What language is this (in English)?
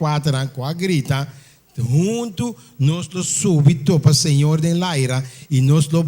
Papiamento